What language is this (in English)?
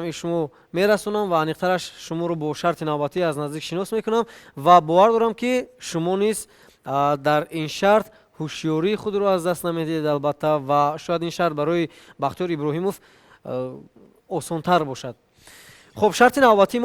Tajik